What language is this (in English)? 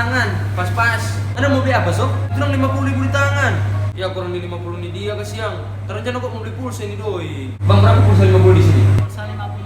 Manado Malay